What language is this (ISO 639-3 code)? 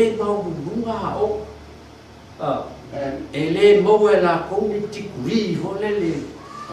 smo